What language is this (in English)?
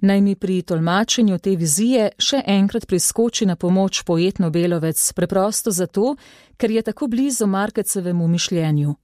Slovenian